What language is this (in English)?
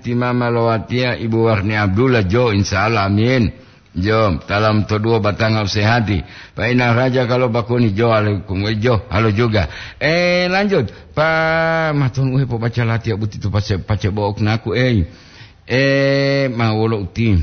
Gorontalo